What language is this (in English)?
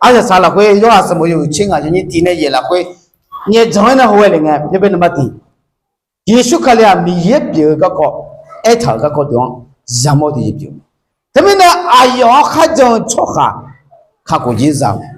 Akha